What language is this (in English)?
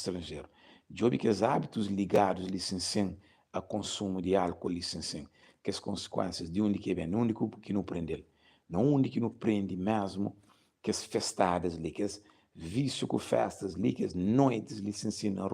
Kabuverdianu